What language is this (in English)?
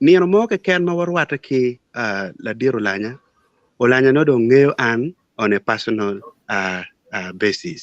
Acoli